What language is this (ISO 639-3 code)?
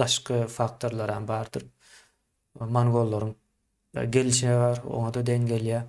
tuk